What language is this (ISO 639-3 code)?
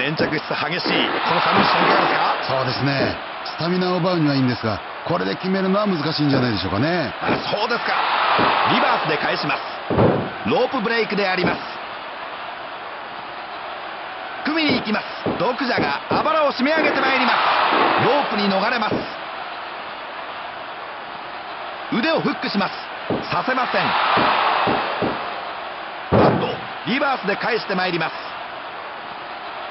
jpn